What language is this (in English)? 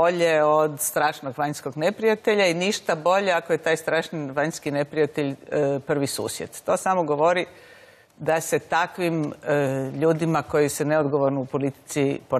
Croatian